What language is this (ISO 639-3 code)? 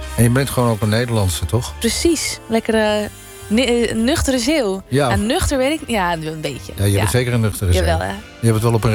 nld